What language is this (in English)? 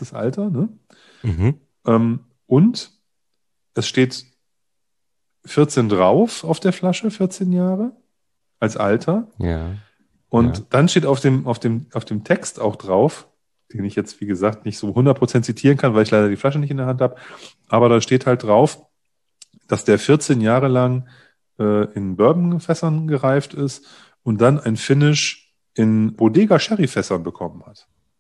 German